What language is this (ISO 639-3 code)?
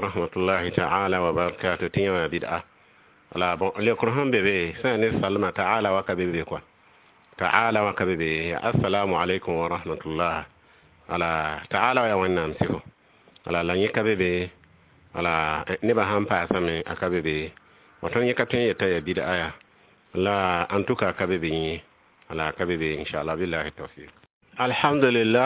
mos